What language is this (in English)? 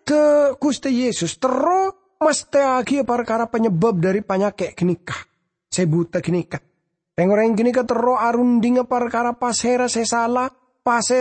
Madurese